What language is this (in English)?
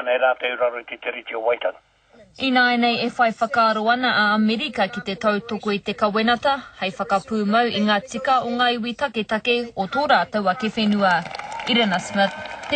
Māori